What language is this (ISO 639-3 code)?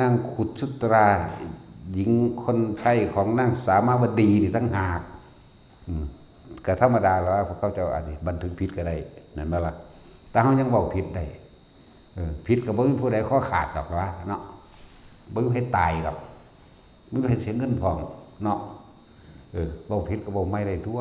tts